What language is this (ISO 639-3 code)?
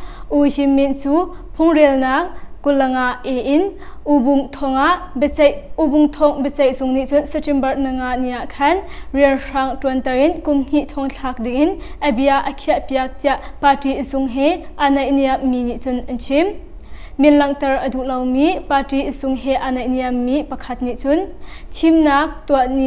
cnh